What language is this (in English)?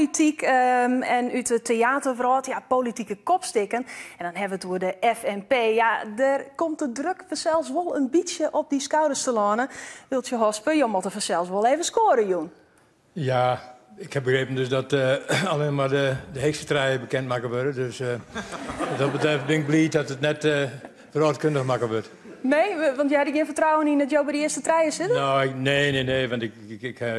Western Frisian